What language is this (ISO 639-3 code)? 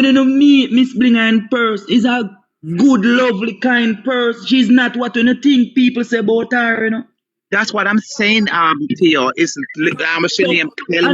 jam